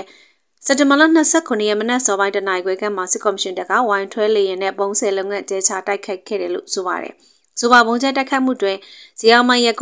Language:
Burmese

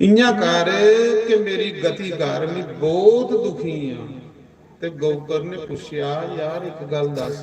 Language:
Dogri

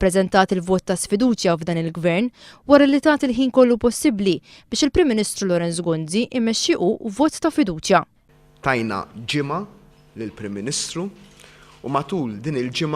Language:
Maltese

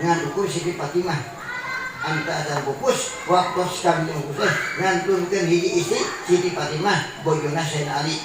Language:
Sundanese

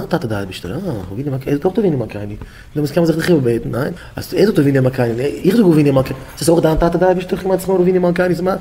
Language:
Yiddish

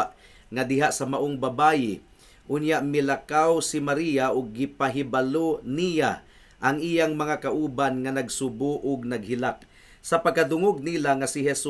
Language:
Cebuano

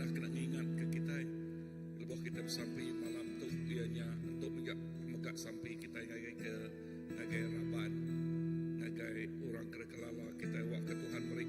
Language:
Iban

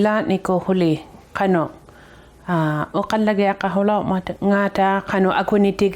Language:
Inuktitut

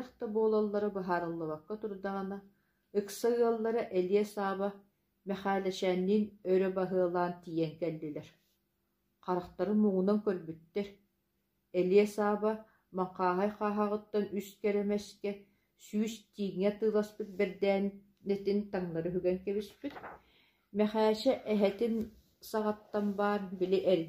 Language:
Yakut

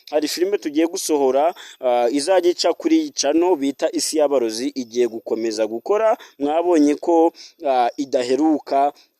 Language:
Kinyarwanda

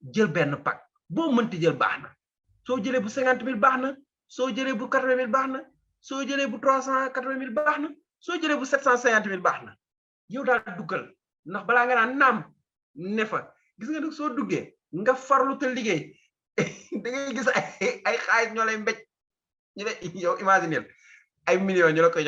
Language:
Wolof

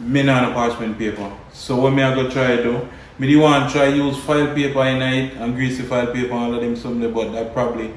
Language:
Jamaican Creole English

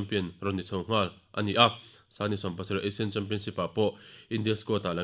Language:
Mizo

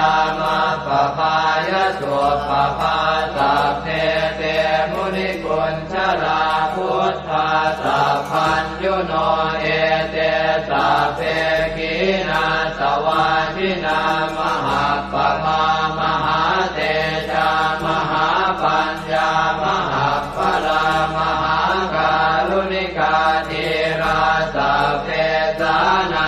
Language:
Pali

